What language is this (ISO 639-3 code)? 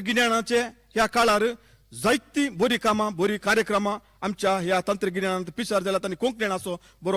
kok